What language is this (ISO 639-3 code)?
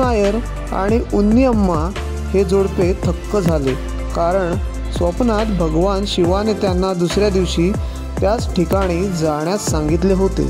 mar